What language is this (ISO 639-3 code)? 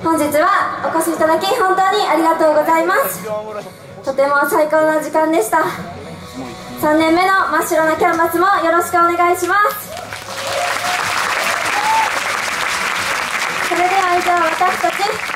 jpn